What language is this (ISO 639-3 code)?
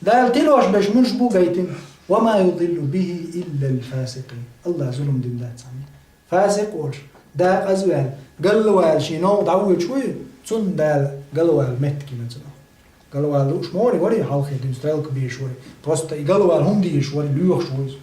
che